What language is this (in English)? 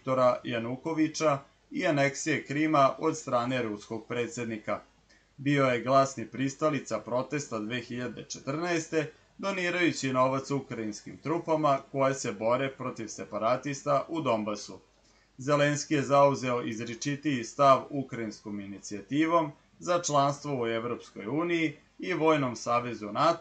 Serbian